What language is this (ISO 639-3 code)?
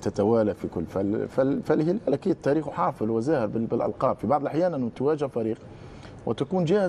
ara